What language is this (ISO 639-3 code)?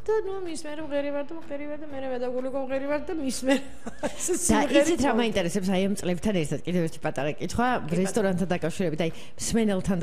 kat